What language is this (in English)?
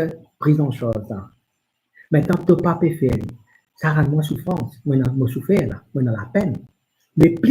Morisyen